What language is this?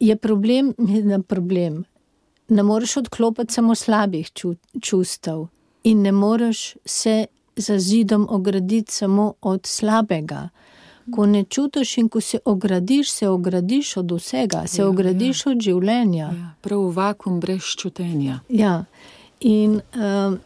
Slovenian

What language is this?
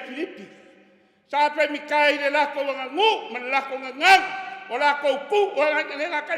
Samoan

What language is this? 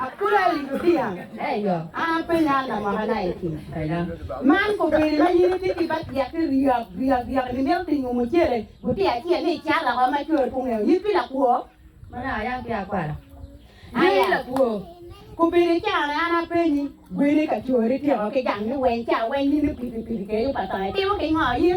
Acoli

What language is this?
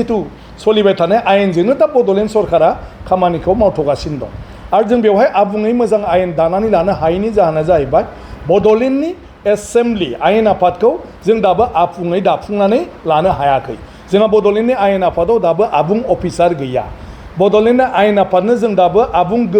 Bodo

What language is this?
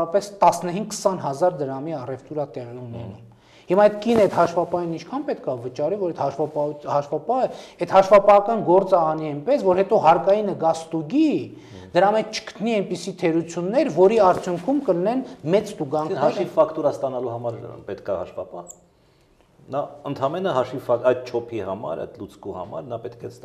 Armenian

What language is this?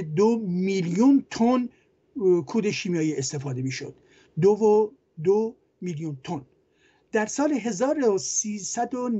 Persian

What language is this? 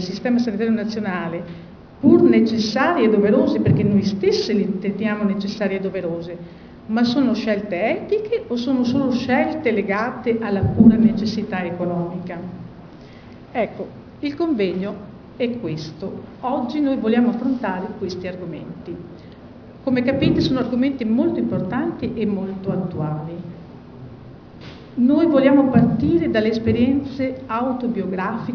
Italian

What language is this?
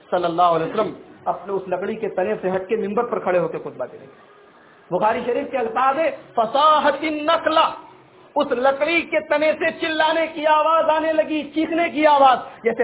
Urdu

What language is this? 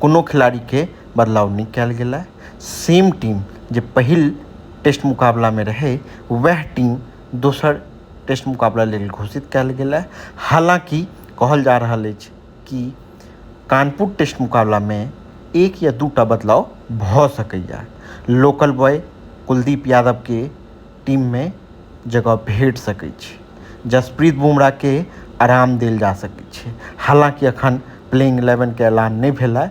Maithili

